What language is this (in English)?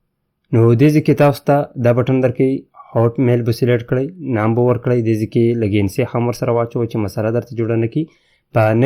Pashto